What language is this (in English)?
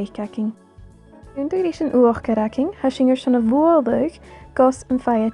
Scottish Gaelic